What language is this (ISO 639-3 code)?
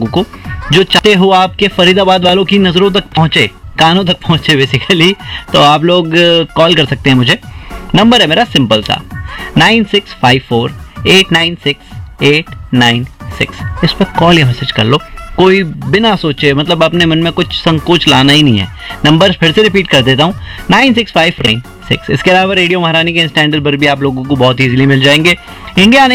hin